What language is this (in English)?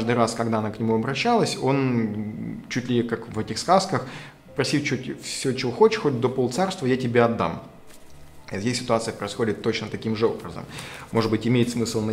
Russian